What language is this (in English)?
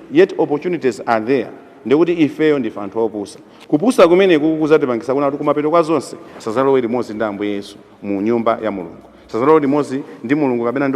Nyanja